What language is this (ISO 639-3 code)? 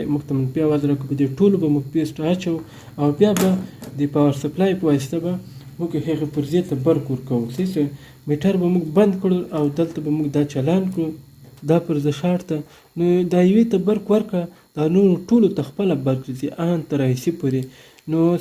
pus